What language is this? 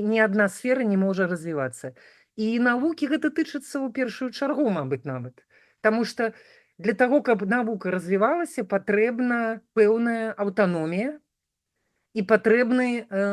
Belarusian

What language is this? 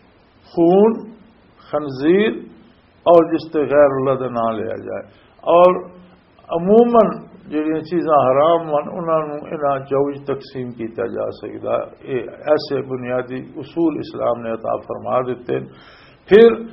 Western Panjabi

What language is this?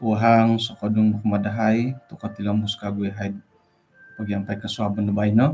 Central Dusun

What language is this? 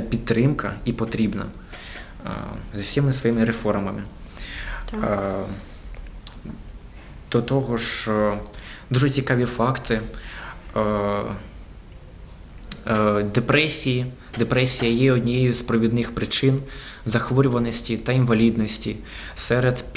Ukrainian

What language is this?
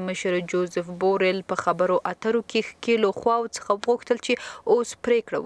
Pashto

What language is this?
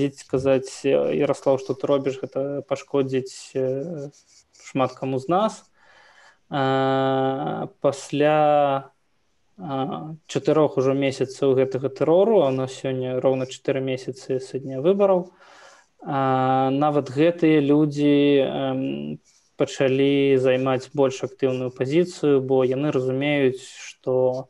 Belarusian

